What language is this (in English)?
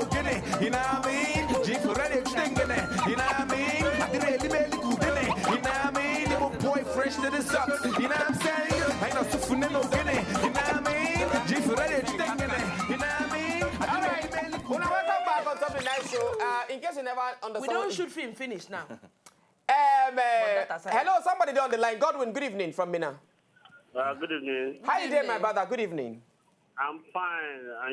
Nigerian Pidgin